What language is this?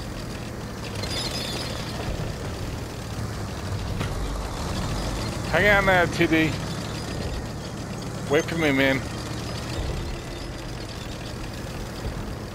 English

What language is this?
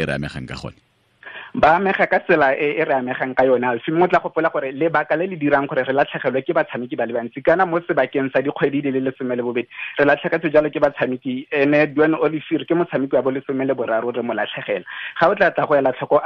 Tswana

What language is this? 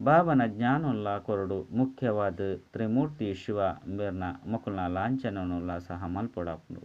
Tulu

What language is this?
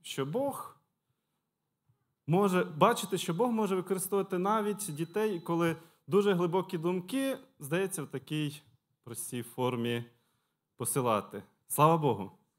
Ukrainian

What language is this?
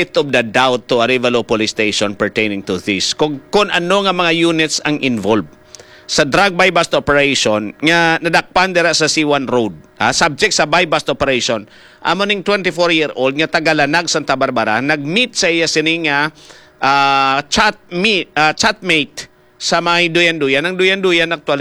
Hiligaynon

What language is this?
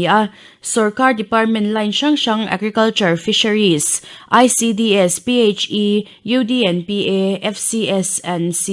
Mizo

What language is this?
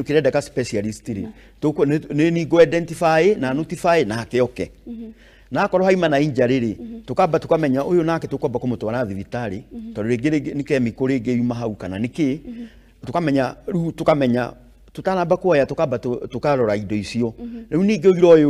Kikuyu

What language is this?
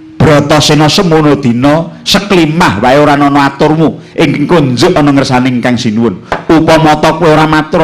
Javanese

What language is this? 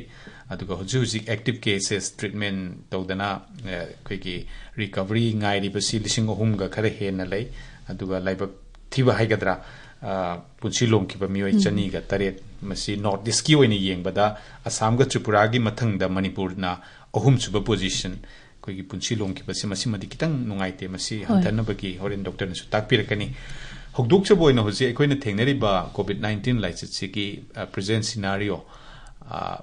Manipuri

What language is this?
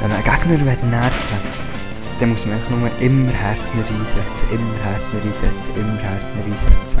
Swiss German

